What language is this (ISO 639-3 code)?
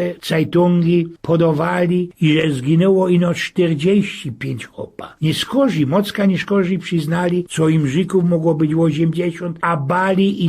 szl